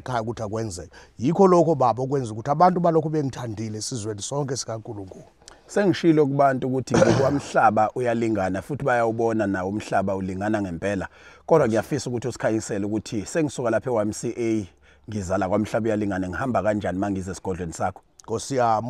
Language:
Zulu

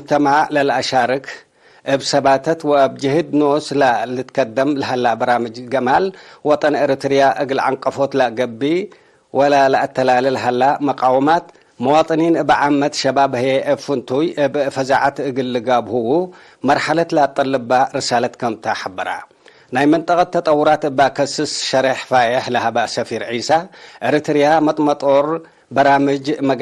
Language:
Tigre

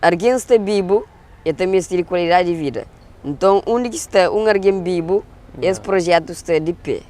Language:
Kabuverdianu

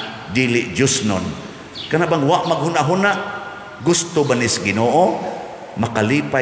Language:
Cebuano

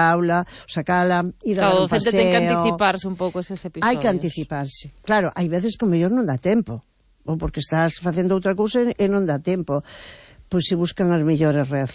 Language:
Galician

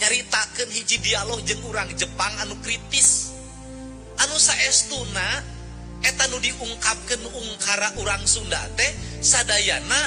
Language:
Sundanese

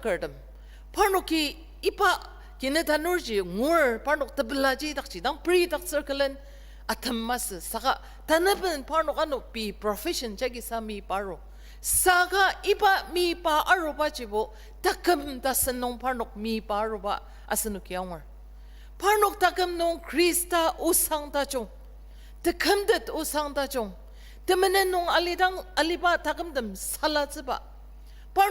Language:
Ao Naga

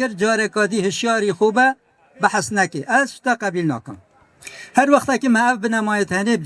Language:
Kurdish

